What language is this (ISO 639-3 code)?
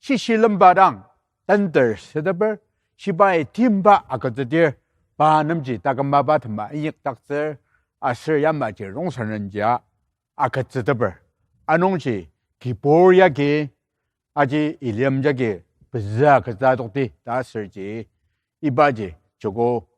njo